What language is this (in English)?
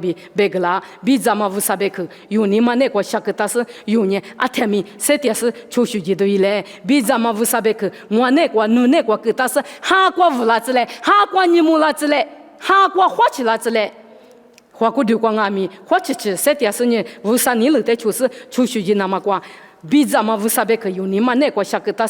Lisu